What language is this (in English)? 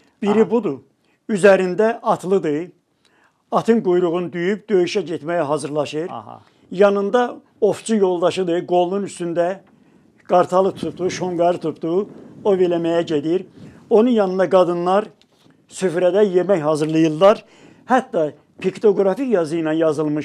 Azerbaijani